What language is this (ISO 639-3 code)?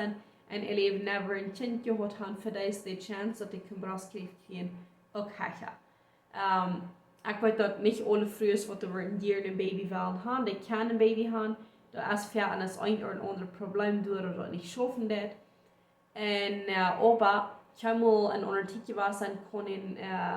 pdt